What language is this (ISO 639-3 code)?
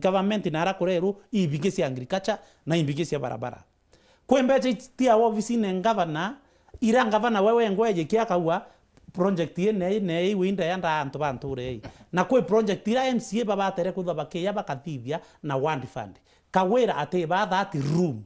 mer